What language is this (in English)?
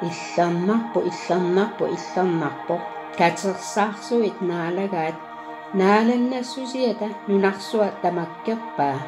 Kalaallisut